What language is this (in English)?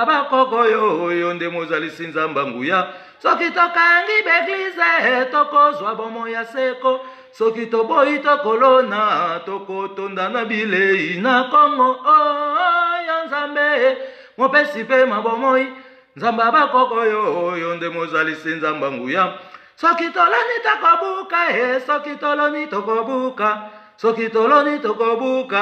Lingala